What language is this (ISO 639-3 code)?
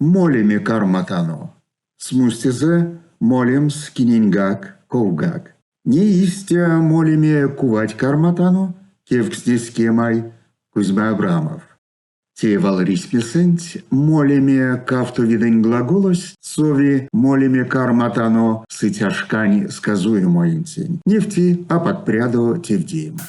myv